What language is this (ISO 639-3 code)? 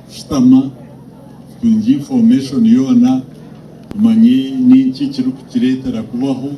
nyn